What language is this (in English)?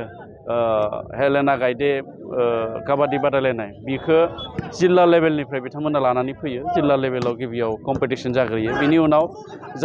Bodo